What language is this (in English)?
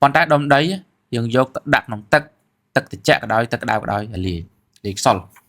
Khmer